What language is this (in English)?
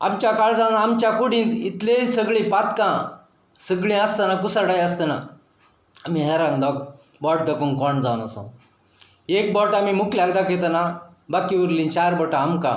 Konkani